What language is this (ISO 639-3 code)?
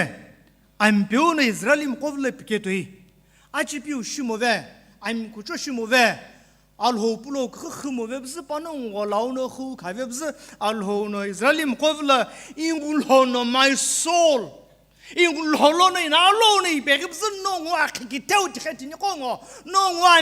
nsm